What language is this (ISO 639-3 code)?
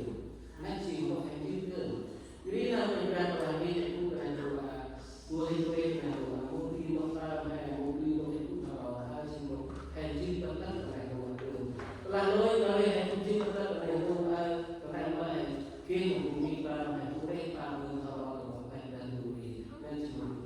cmo